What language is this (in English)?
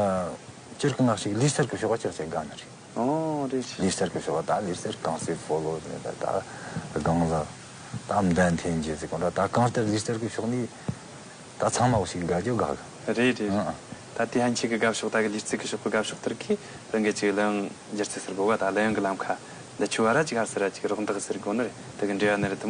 Tibetan